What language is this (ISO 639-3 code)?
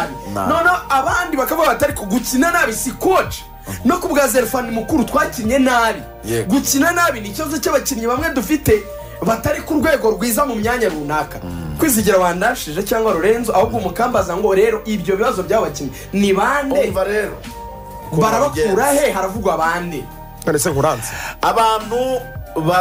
kin